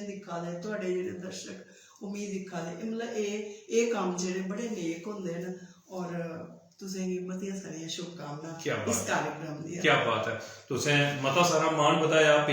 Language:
Dogri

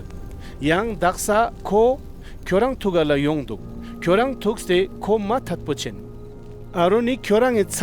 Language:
Ladakhi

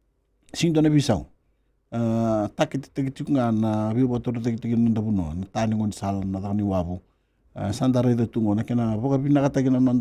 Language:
Fijian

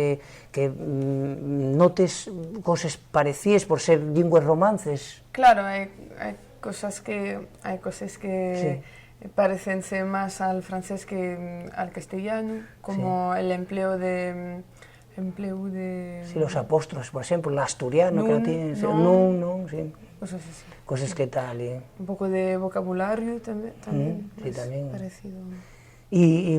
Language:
Asturian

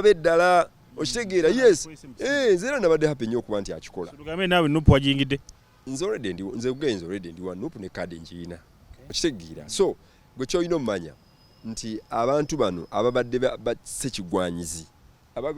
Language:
Ganda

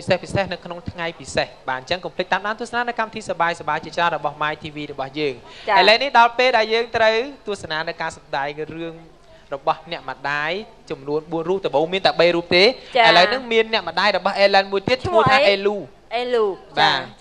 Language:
Khmer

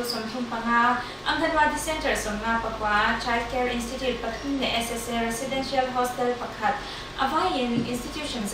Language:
Mizo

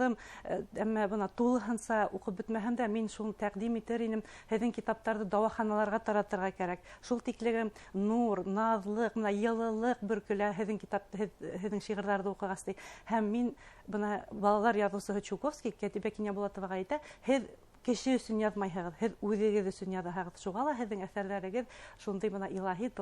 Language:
Bashkir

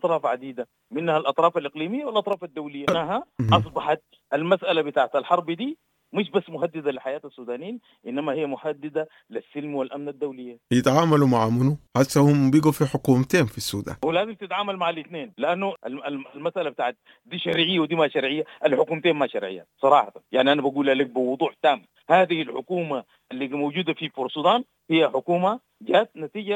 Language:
Sudanese Arabic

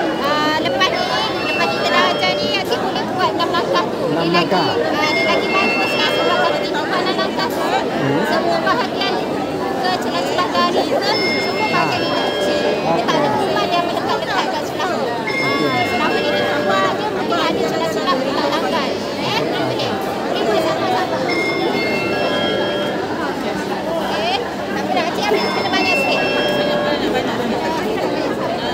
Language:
Malay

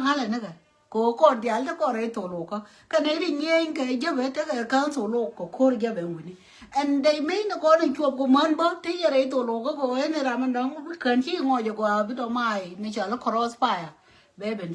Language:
Nuer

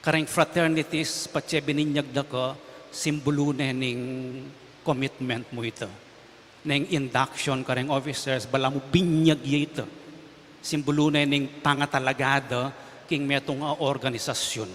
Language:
Pampanga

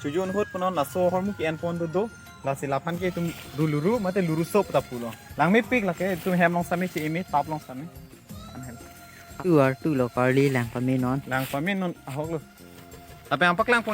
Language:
Karbi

